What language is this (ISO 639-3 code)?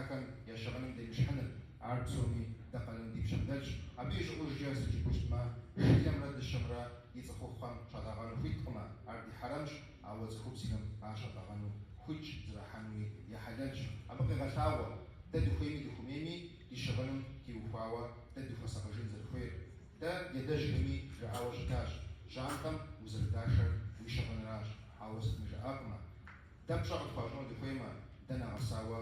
kbd